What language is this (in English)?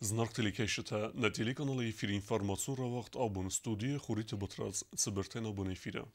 Ossetic